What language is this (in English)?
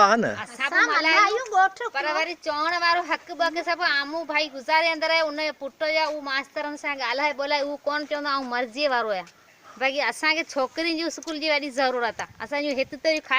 Sindhi